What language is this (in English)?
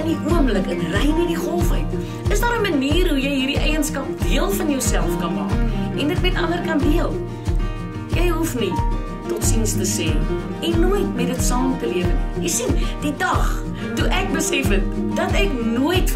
Afrikaans